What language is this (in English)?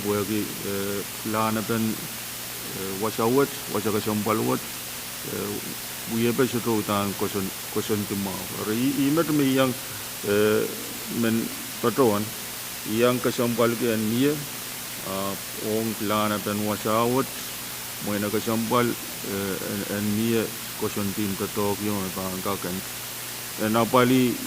Pohnpeian